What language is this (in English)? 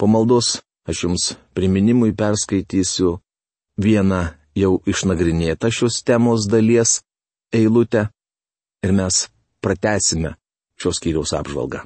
Lithuanian